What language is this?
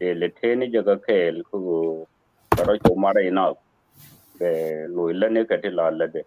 Nuer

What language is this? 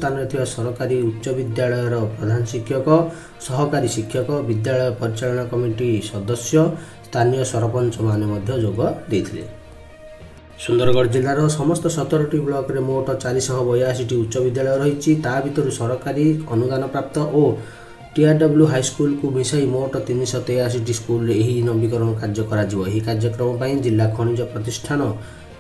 Odia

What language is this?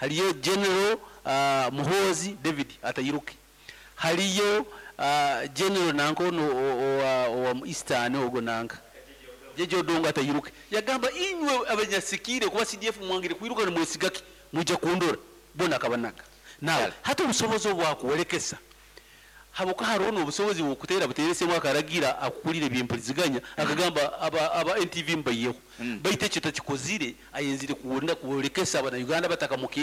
Nyoro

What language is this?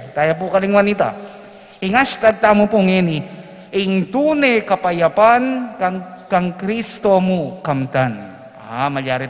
Pampanga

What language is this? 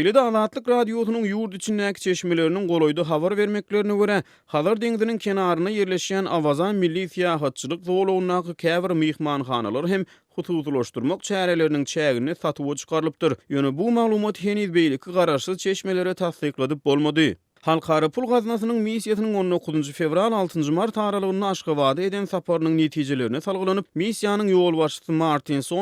Turkmen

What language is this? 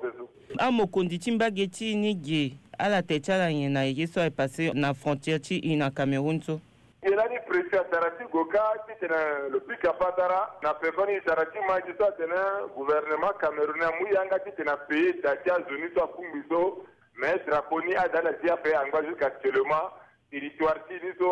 Sango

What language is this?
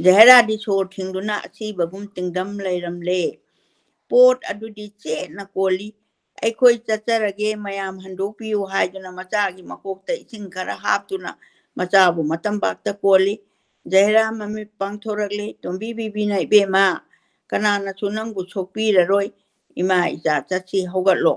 Manipuri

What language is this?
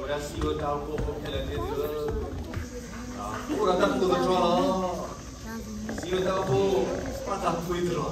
S'gaw Karen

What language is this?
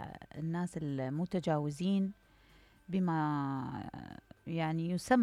Mesopotamian Arabic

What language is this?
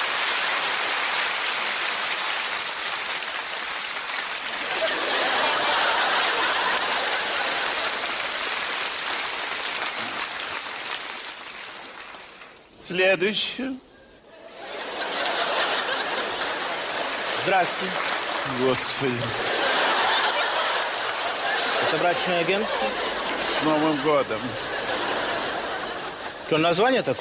Russian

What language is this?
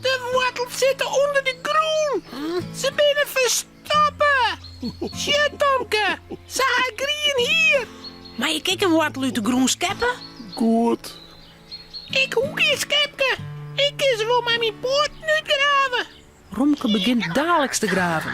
Western Frisian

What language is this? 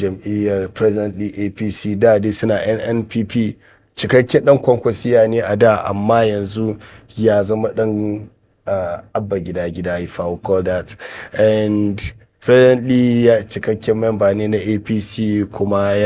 Hausa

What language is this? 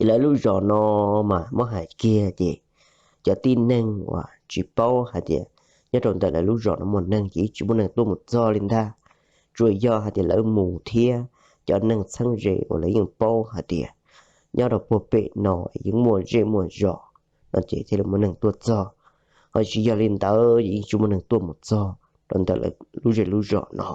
Hmong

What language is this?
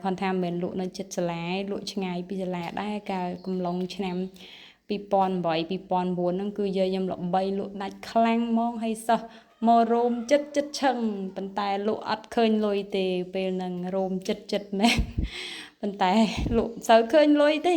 Khmer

